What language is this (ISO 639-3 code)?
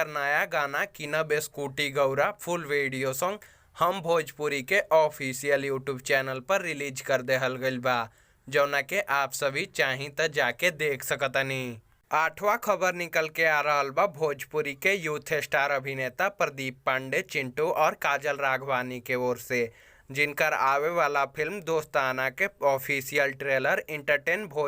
bho